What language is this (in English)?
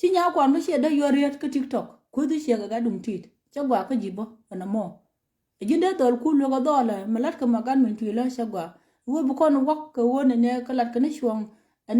Nuer